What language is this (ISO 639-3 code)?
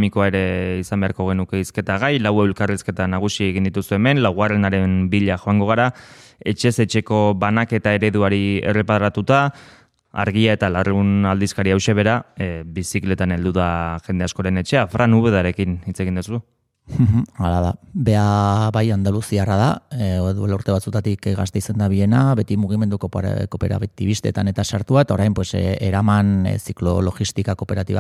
eus